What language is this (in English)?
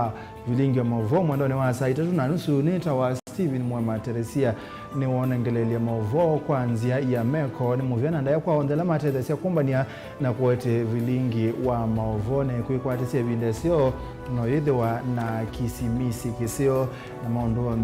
Kamba